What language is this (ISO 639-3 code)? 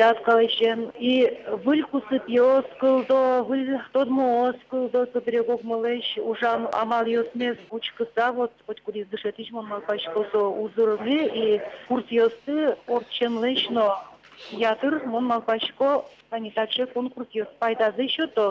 udm